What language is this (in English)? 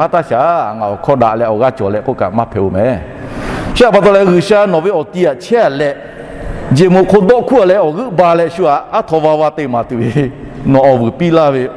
Lahu